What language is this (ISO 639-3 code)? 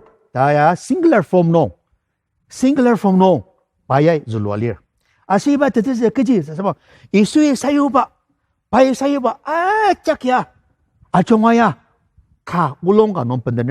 njo